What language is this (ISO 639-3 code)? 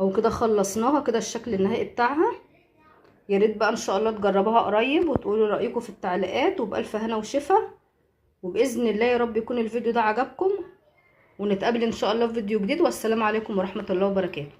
arz